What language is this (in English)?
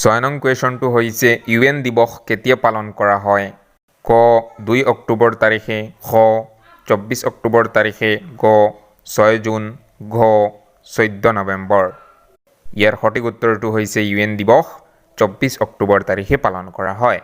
Assamese